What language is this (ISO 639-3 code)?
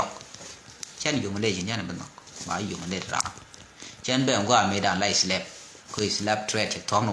nus